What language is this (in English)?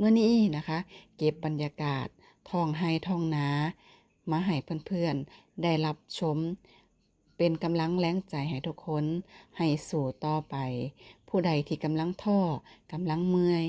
Northeastern Thai